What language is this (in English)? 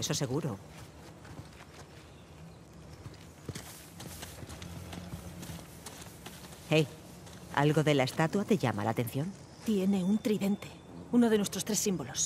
Spanish